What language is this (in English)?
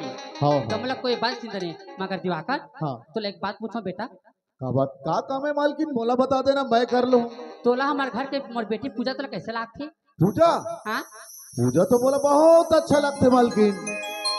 Chhattisgarhi